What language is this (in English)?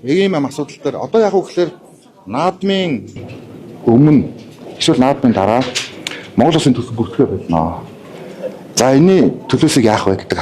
Mongolian